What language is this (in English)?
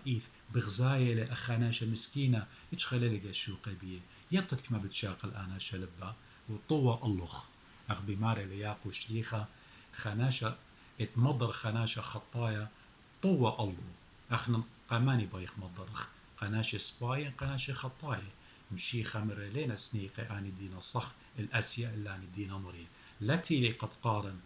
Assyrian Neo-Aramaic